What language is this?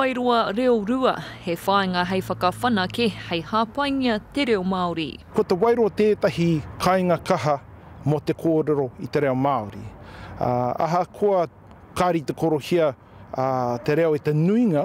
Māori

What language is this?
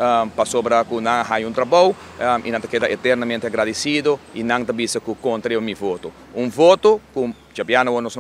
Papiamento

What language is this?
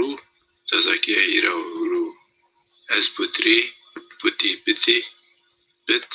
Zaza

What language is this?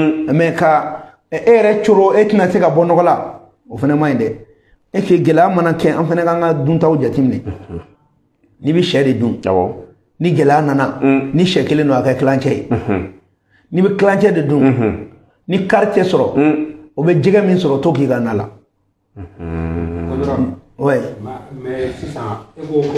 Bambara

